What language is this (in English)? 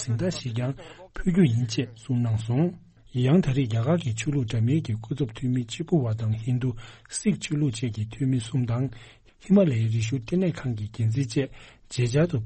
Tibetan